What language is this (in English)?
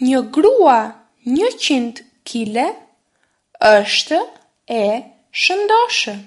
Albanian